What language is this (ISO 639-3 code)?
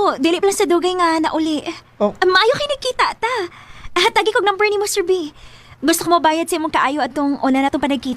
ceb